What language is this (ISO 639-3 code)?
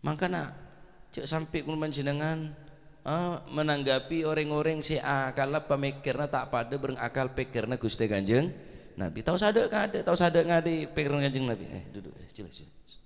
mad